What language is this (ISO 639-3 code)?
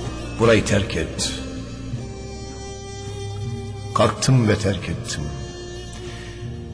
tur